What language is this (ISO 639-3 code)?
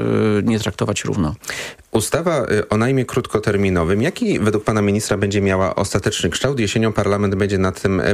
pol